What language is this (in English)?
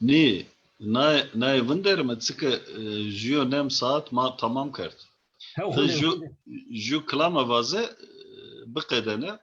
Zaza